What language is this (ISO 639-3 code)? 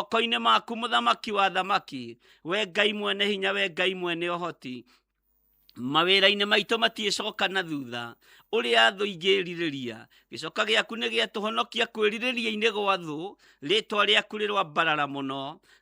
kik